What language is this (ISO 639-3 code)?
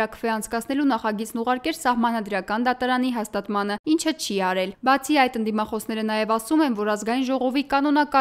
hye